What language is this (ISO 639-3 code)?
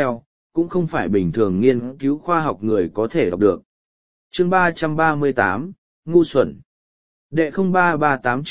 vie